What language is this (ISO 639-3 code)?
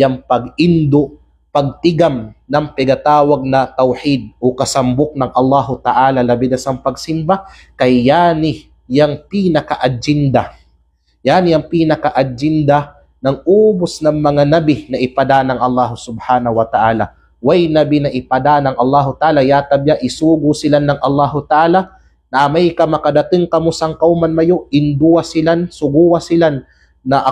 kqe